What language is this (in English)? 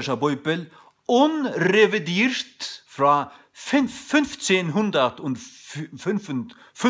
Faroese